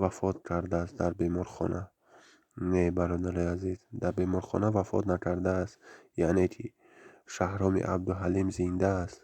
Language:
Tajik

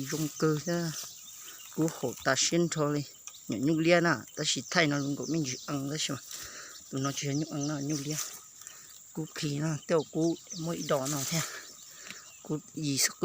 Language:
Hmong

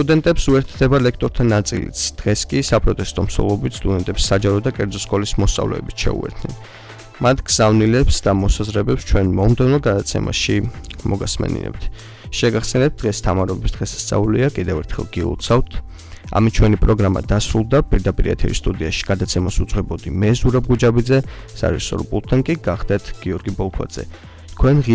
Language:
Georgian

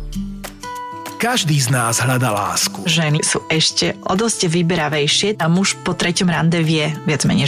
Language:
Slovak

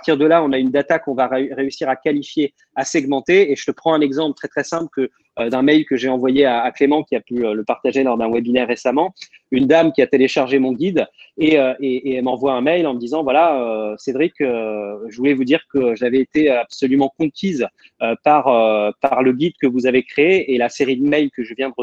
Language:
French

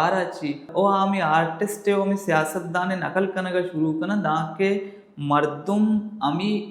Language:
Baluchi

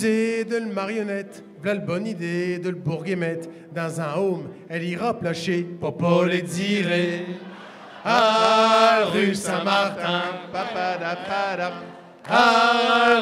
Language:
Picard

